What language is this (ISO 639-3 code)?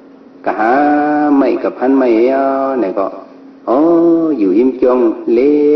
shn